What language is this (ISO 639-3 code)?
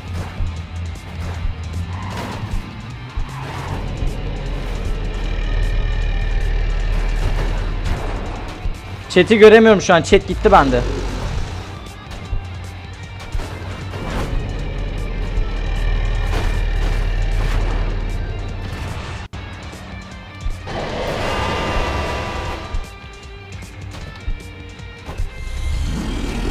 tur